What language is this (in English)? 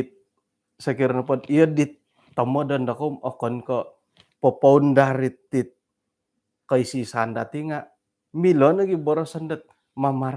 Central Dusun